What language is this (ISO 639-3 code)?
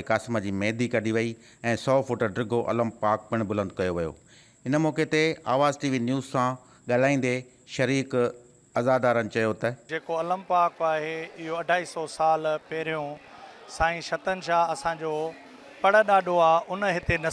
snd